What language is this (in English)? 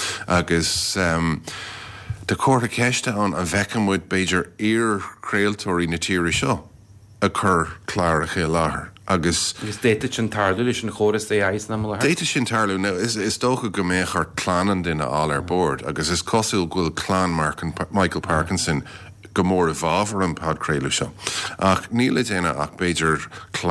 Irish